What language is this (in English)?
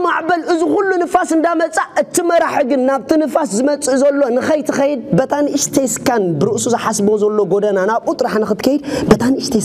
Tigrinya